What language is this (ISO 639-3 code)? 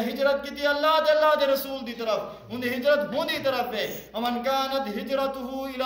skr